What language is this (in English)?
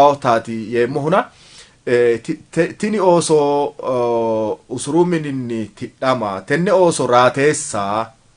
Sidamo